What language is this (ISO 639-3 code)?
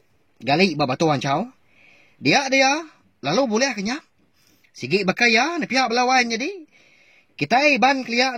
iba